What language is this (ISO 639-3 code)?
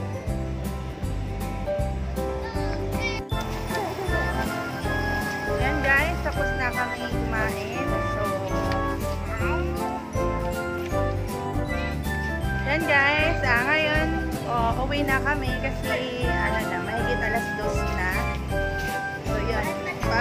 fil